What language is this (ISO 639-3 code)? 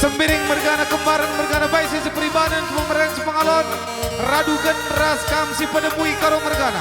btx